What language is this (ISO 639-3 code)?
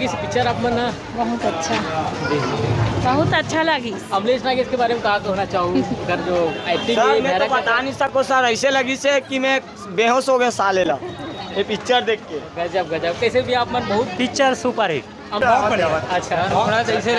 hne